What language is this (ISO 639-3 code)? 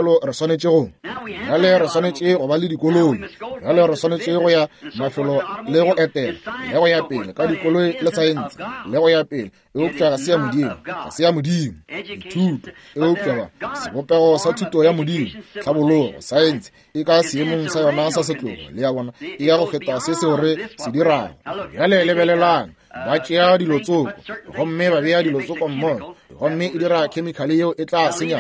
nso